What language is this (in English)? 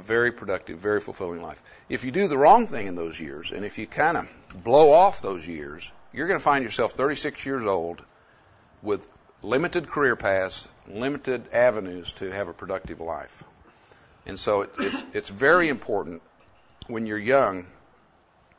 English